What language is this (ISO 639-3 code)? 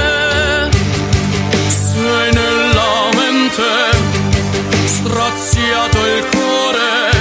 ita